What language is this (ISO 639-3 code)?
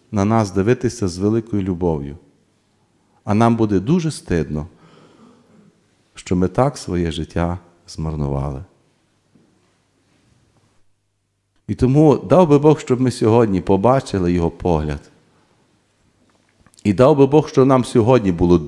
ukr